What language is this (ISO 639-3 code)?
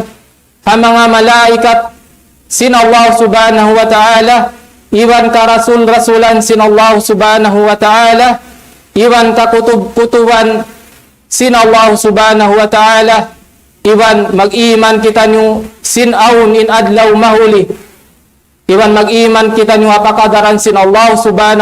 tsg